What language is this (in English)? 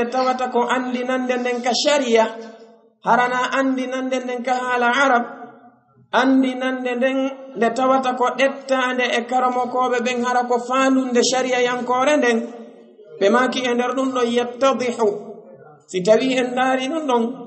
Pular